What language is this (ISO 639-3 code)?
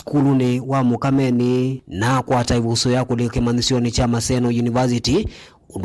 kam